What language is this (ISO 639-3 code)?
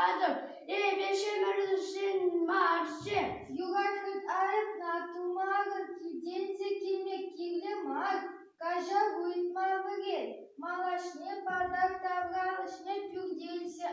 chv